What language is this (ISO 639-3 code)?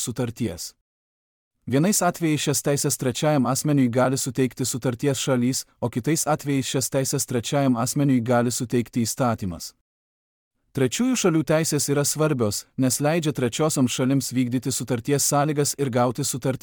lit